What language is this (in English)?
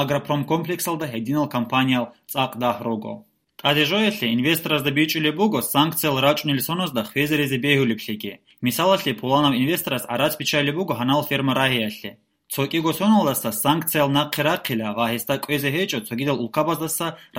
Avaric